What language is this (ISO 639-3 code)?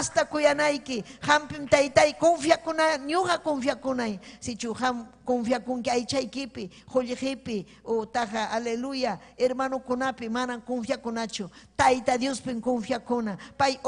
quy